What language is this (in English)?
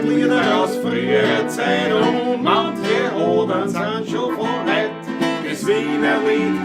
Bavarian